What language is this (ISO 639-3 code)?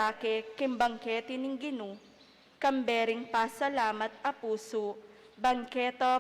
pam